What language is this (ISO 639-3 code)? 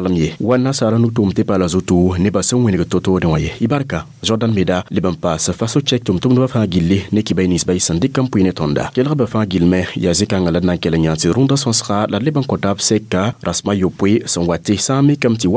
mos